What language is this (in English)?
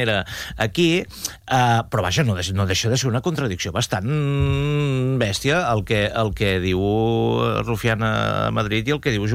Catalan